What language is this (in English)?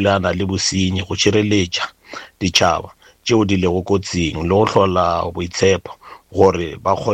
Northern Sotho